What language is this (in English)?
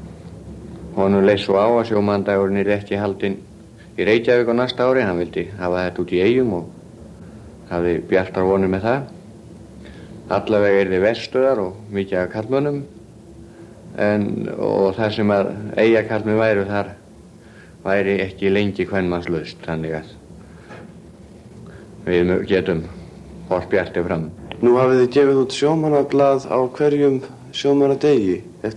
Icelandic